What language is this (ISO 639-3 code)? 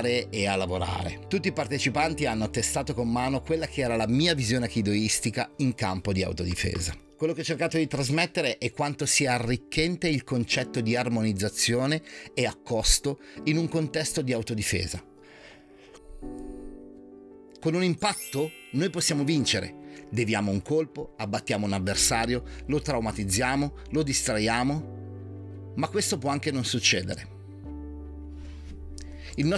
ita